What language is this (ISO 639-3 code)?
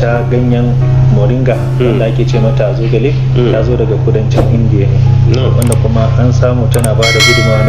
hau